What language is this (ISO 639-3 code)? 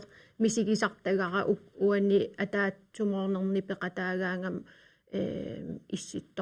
kal